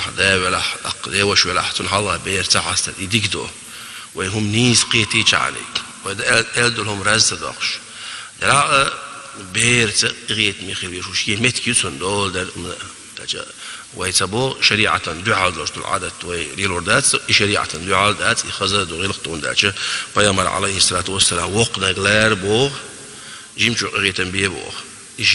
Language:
Chechen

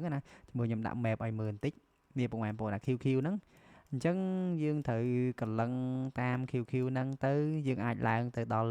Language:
Khmer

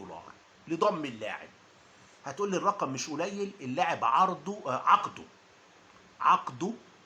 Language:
Egyptian Arabic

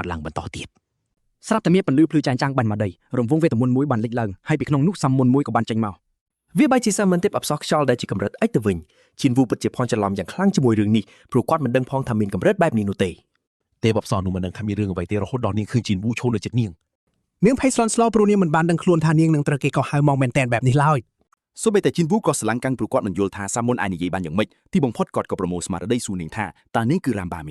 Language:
Khmer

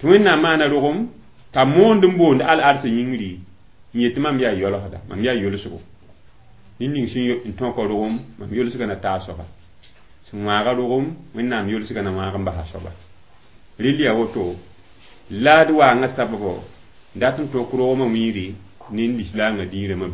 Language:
Mossi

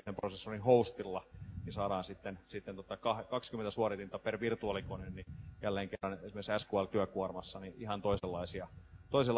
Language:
Finnish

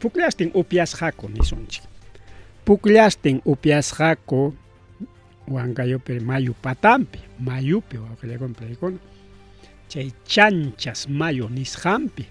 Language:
Ayacucho Quechua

